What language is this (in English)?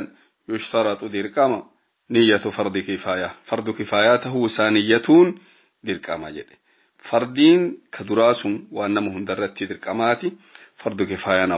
Oromo